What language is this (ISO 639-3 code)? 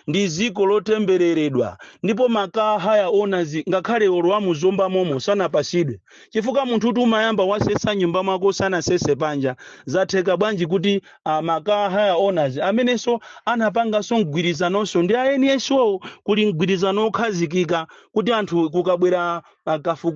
nya